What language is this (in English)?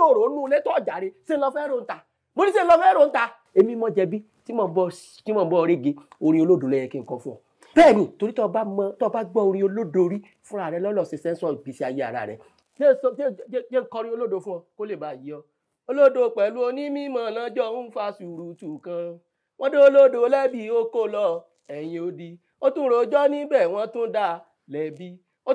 Yoruba